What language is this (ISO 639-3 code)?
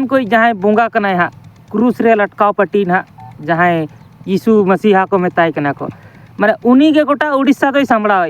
sat